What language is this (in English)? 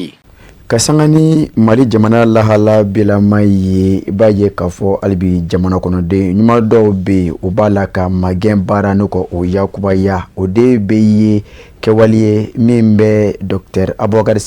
Bambara